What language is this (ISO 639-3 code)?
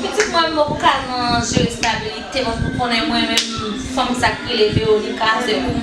hat